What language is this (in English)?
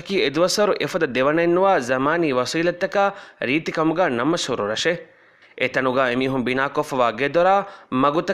Divehi